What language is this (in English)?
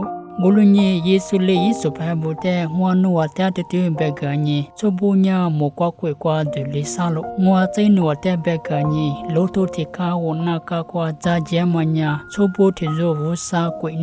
Lisu